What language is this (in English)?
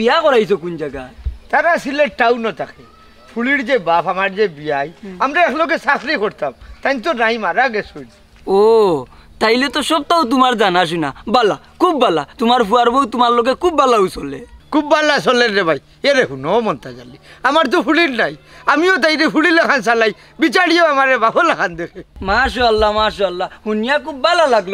Sylheti